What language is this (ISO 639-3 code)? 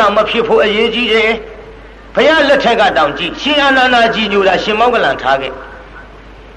mya